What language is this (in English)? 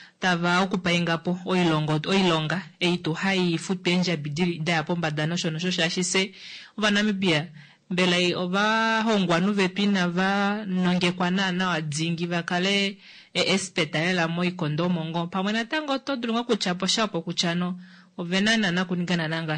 Kuanyama